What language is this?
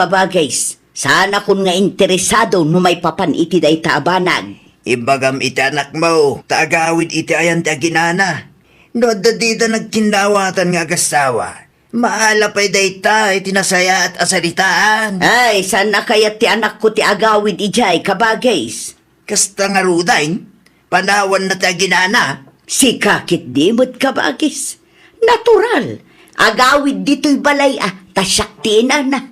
Iloko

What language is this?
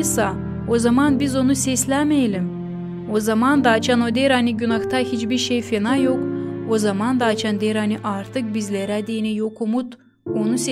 Gagauz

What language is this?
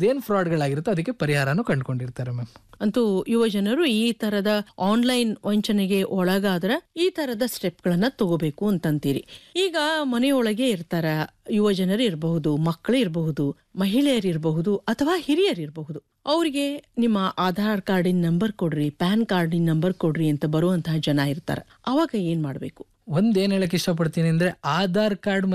Kannada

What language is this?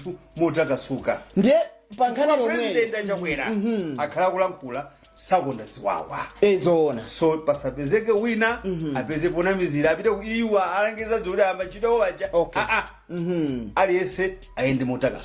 Nyanja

